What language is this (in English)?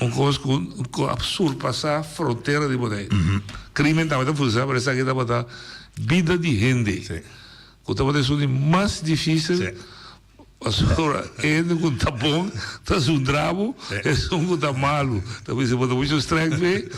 Papiamento